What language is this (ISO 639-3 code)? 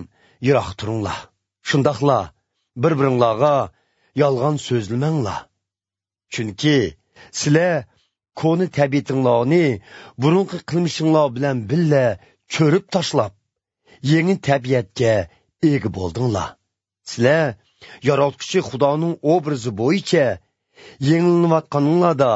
uig